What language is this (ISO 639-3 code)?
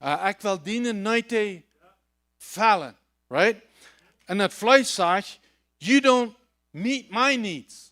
pdt